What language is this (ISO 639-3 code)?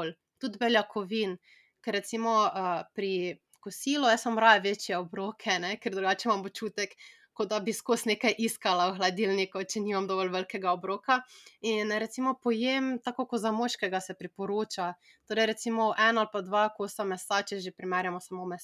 slv